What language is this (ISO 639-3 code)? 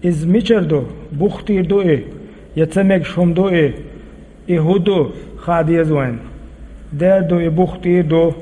che